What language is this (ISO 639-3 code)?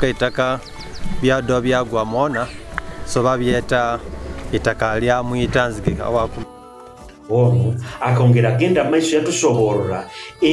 nyo